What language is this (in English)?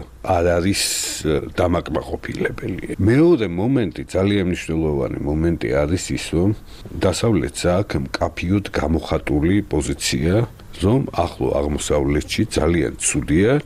Georgian